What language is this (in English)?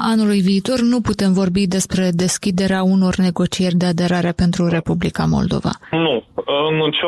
Romanian